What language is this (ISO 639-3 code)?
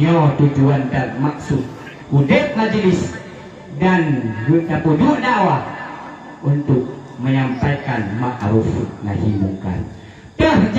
ace